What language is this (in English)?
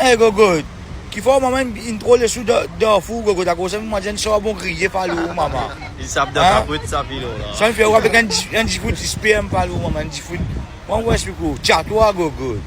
Morisyen